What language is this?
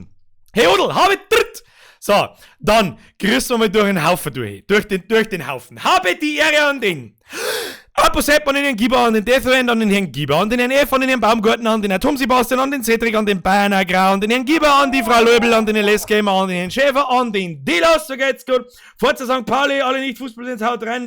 Bavarian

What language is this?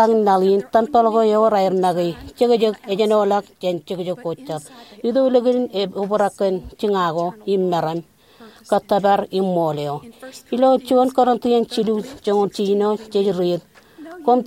Marshallese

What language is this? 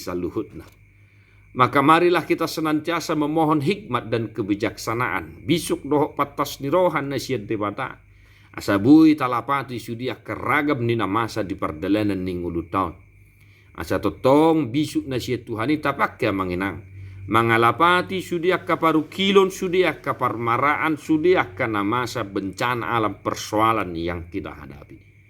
Batak Toba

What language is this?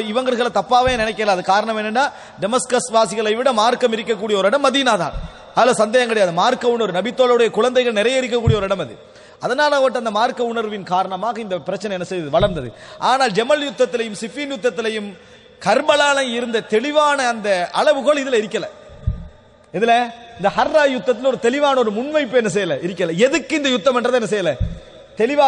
Tamil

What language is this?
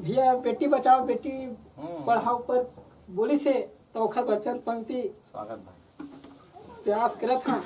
Chhattisgarhi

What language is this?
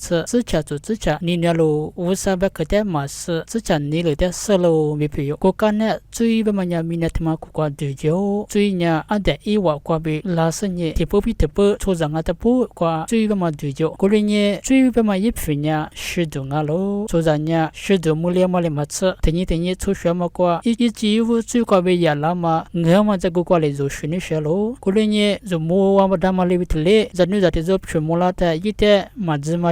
Lisu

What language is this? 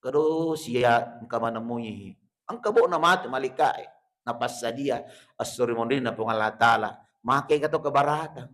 Buginese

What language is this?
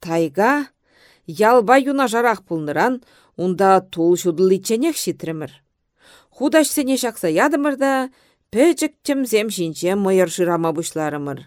Chuvash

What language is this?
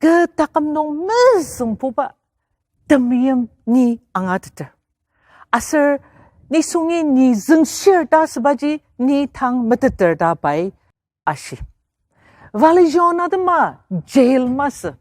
Ao Naga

